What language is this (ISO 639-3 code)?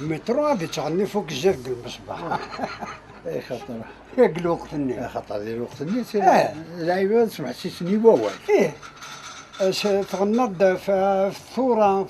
kab